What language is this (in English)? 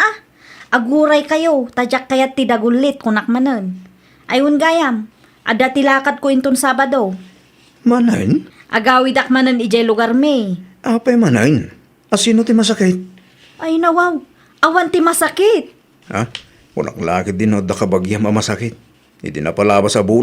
Iloko